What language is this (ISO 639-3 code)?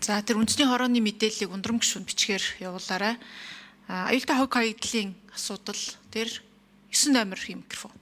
mon